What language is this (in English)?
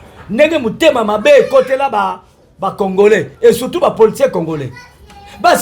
Lingala